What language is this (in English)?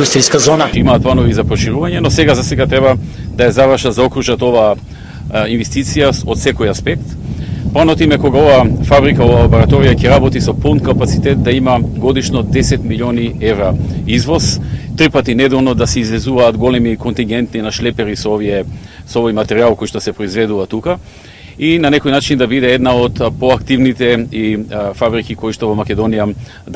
Macedonian